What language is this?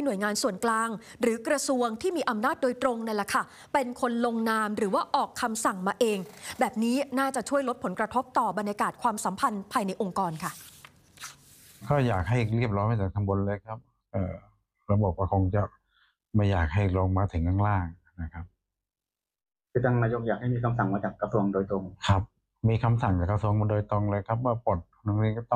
Thai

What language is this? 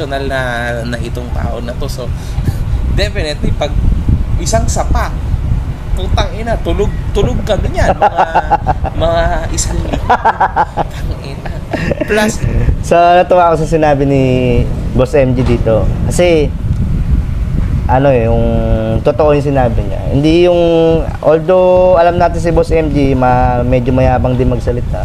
Filipino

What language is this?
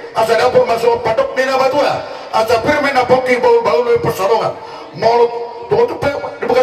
Batak Toba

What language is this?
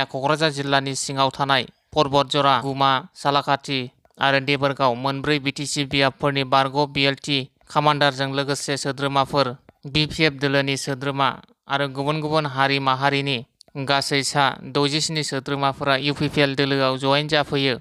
Bodo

